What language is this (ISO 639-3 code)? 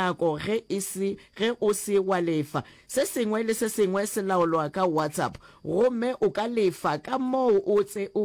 nso